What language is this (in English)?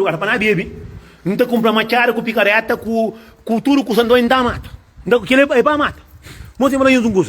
Kabuverdianu